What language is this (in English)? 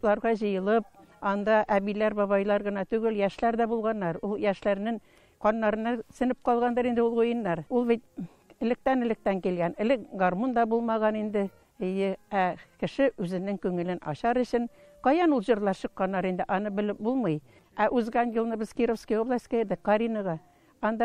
Tatar